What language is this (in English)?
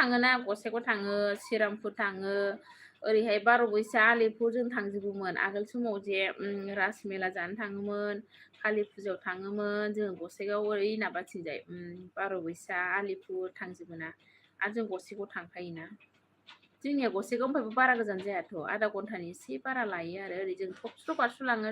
Bodo